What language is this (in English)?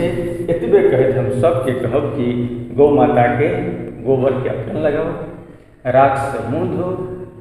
Maithili